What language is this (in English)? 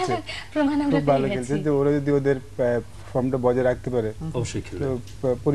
Bangla